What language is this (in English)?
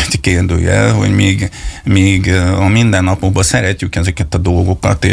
Hungarian